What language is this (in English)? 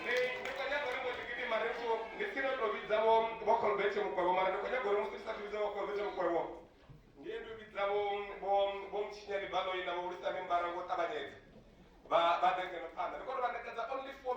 Venda